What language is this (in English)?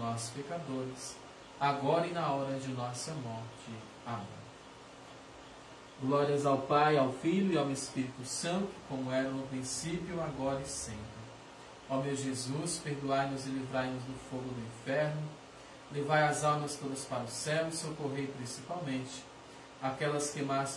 Portuguese